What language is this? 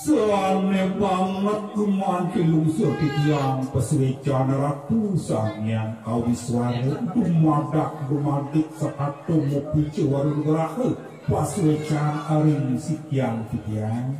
Balinese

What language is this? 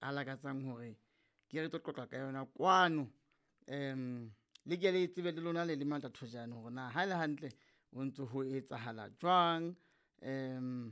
Southern Sotho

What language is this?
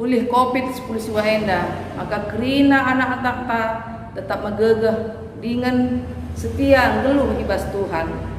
Batak Karo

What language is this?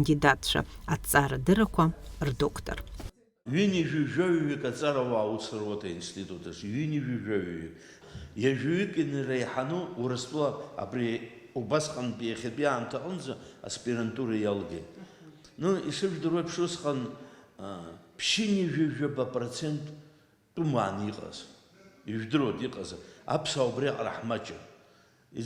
Abkhazian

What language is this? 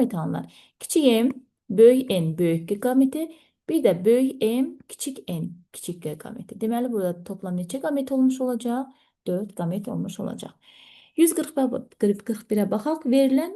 Azerbaijani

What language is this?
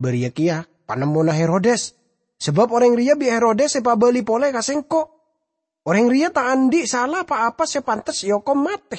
Madurese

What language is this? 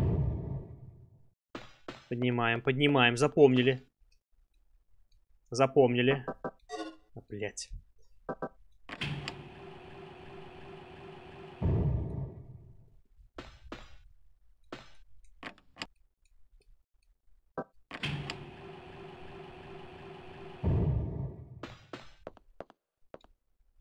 Russian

